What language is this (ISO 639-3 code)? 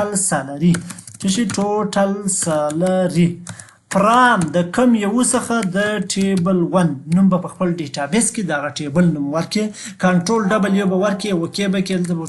pus